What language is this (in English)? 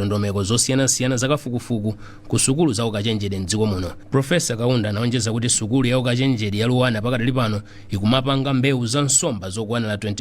Nyanja